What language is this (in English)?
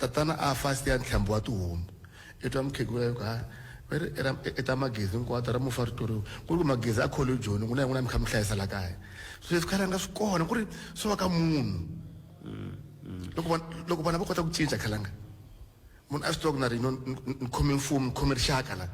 Tsonga